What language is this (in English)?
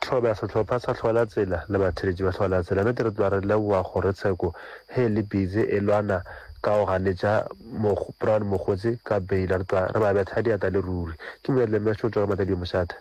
Northern Sotho